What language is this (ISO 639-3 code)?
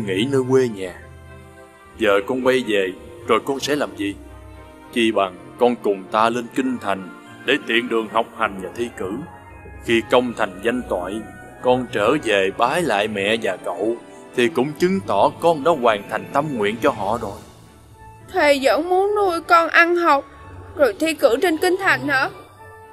vie